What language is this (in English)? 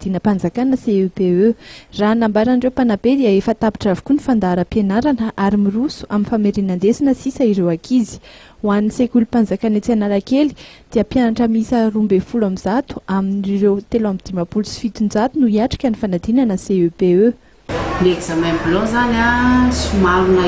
Malagasy